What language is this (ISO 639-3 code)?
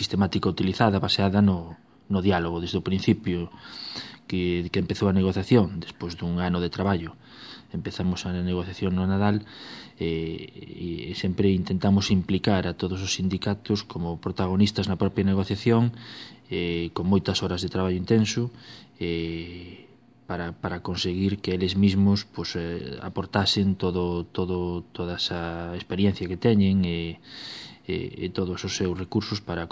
glg